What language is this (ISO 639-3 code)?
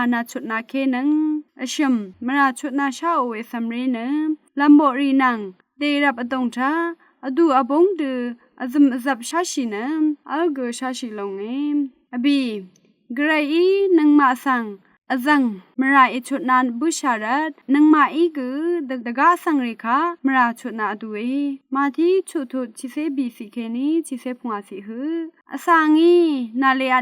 raw